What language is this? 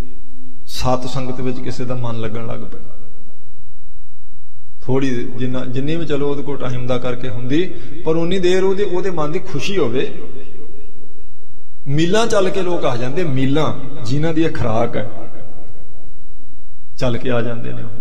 Punjabi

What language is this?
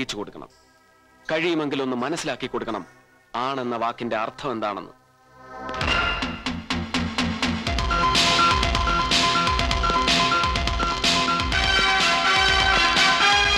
Malayalam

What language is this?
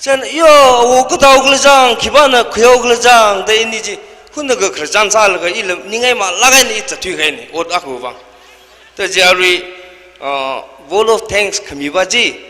Tangkhul Naga (India)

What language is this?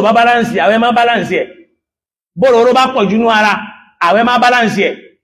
Yoruba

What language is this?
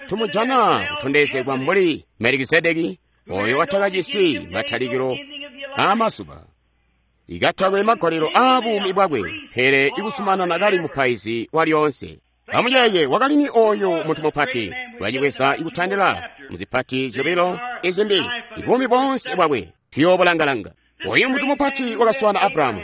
Tonga (Zambia)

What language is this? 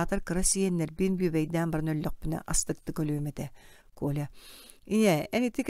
Yakut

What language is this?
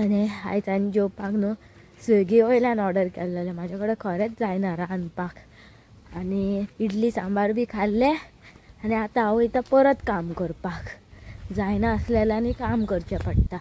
Konkani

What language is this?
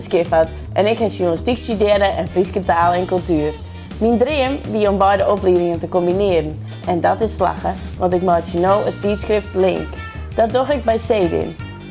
Western Frisian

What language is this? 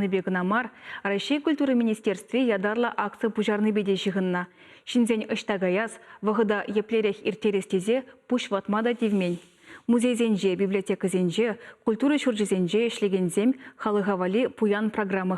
Chuvash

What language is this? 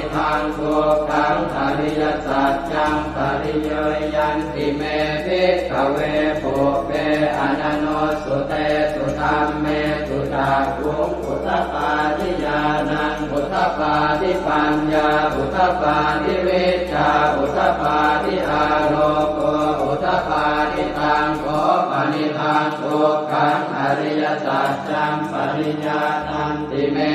Pali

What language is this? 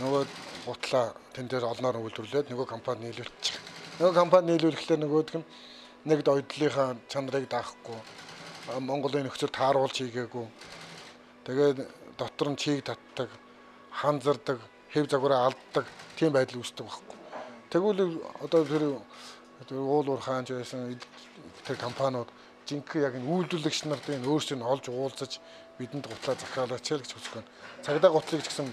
Mongolian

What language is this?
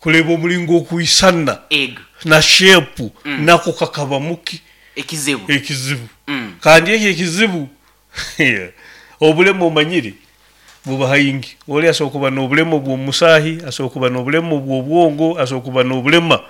Nyoro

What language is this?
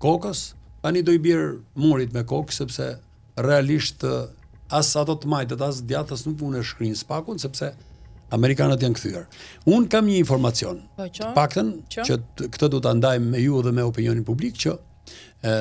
Albanian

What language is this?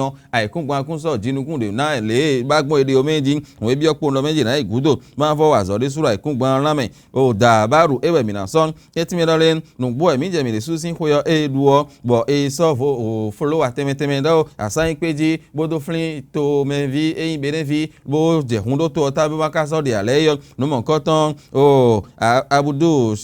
Fon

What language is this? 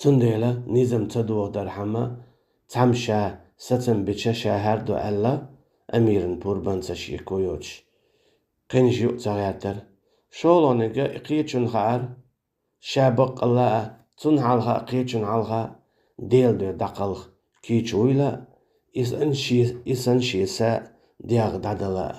Chechen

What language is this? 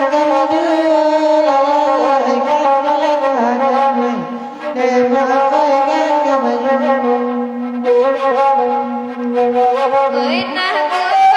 Minangkabau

